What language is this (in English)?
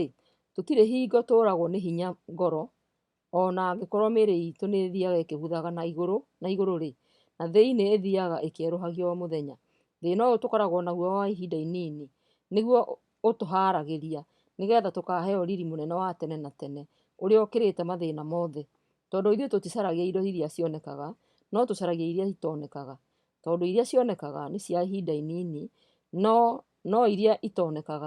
Kikuyu